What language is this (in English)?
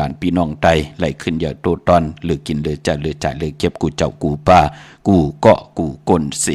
Shan